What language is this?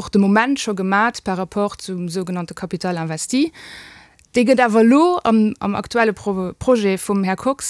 Luxembourgish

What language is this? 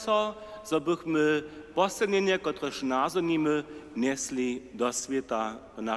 Upper Sorbian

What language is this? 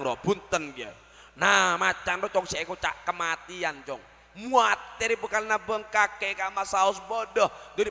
Madurese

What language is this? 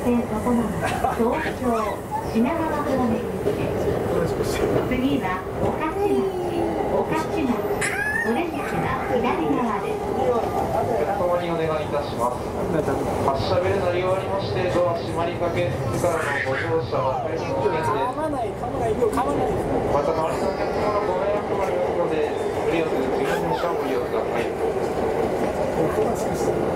Japanese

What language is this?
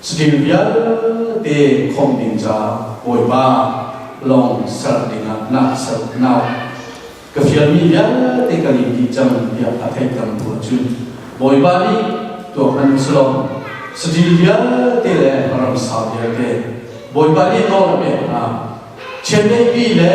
Hakha Chin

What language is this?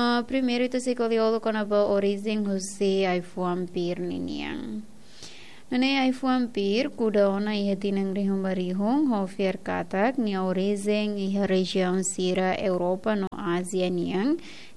Tetum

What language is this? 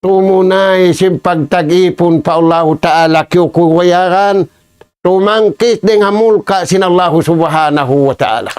Tausug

